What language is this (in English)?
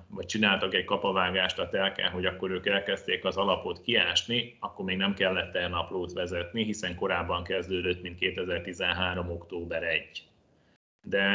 Hungarian